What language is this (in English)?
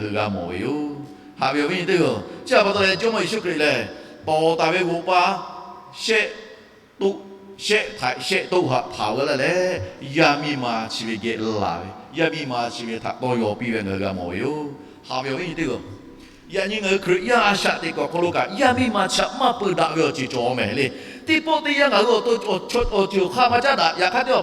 Lahu